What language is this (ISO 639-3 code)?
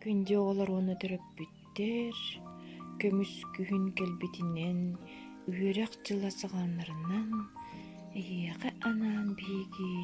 sah